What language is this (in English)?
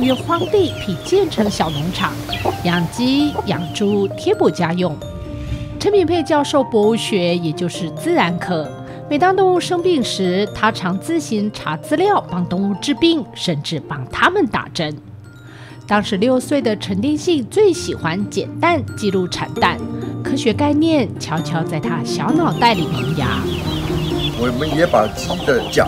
Chinese